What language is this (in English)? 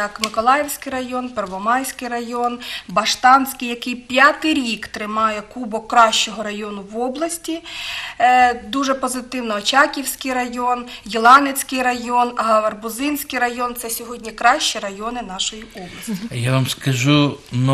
Ukrainian